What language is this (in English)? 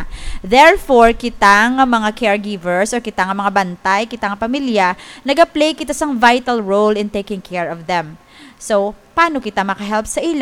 Hiligaynon